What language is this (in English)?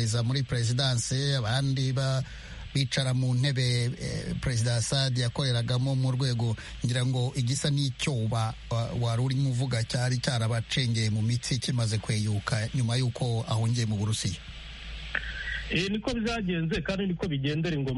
Kinyarwanda